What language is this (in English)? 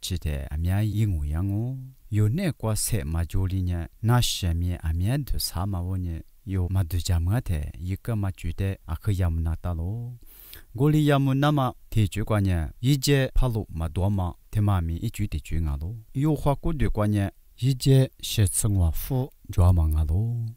Lisu